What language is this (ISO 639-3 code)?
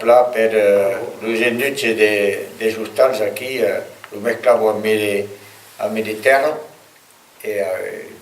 oci